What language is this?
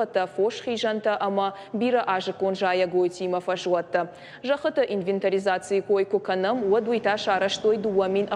Ossetic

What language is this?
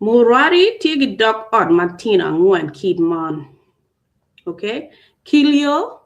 Acoli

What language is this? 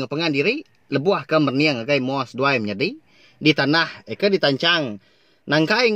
Iban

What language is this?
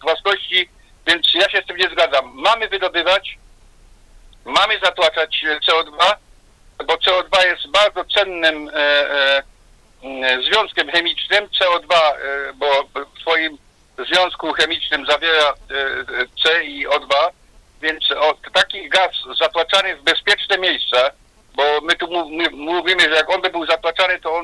Polish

